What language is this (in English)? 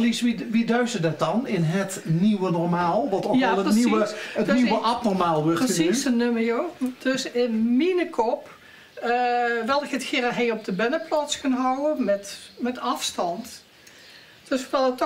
Limburgish